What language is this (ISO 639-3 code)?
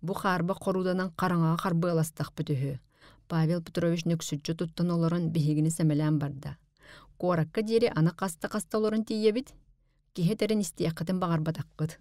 sah